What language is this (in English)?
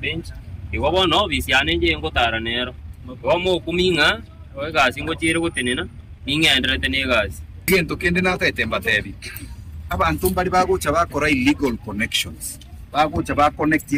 Gusii